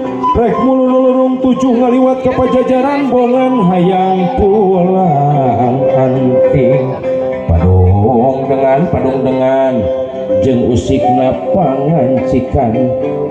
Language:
Sundanese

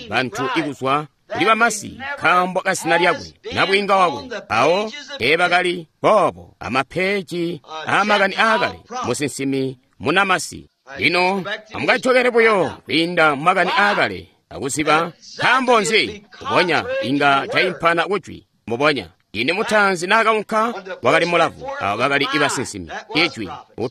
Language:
Tonga (Zambia)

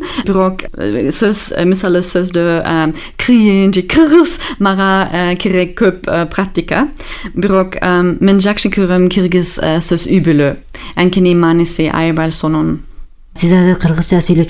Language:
Kyrgyz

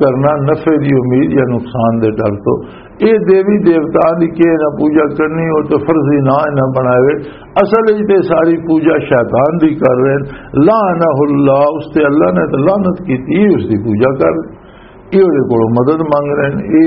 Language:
Western Panjabi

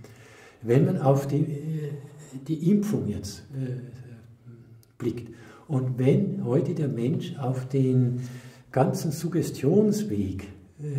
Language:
German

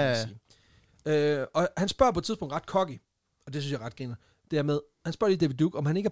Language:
Danish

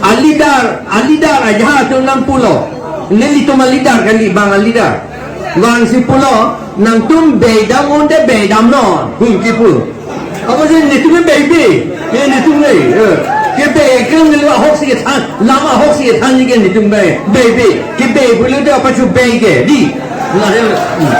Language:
Karbi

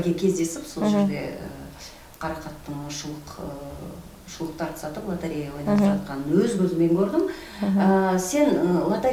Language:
Kazakh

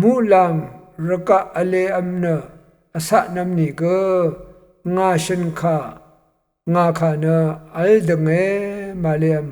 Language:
Rawang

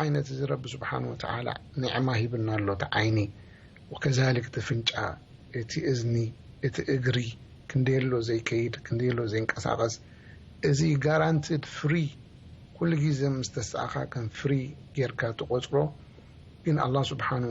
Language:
Tigrinya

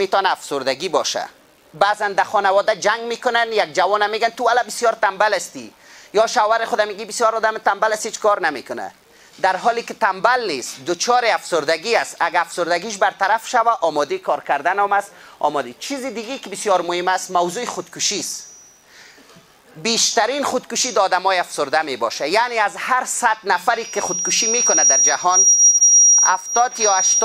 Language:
Persian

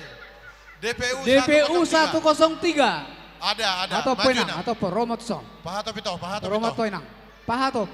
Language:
Batak Toba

